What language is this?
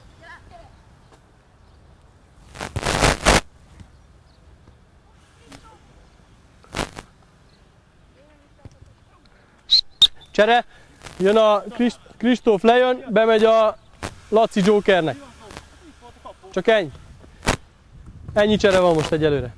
Hungarian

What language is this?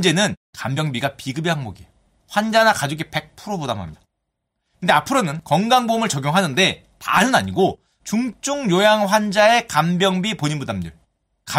Korean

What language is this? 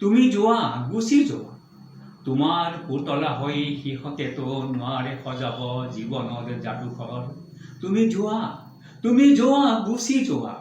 Assamese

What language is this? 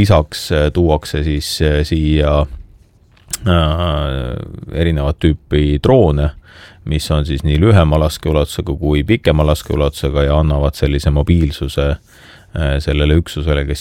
Estonian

